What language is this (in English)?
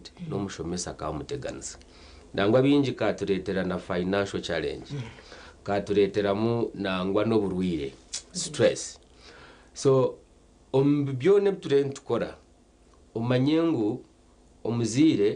Nyankole